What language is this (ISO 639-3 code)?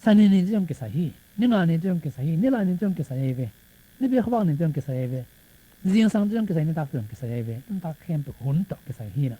ctd